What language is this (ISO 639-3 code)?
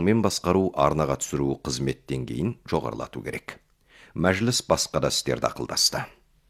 kaz